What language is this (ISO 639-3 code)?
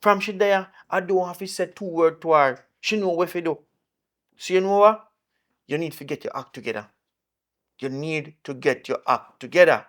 jam